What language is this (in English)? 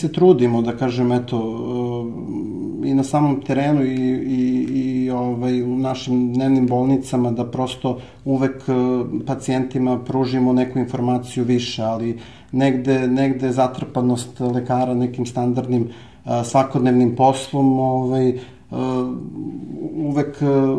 Serbian